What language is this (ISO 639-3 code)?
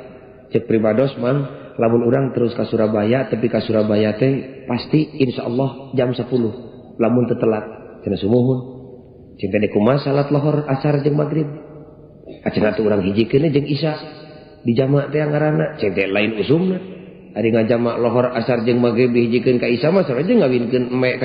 sun